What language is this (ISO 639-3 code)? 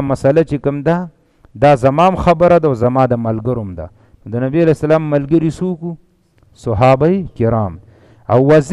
pus